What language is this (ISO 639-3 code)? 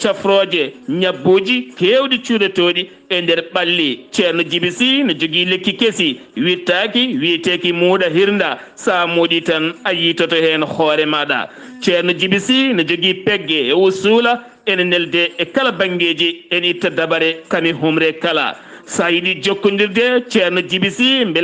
ful